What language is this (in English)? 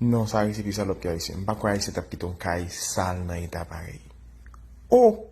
Haitian Creole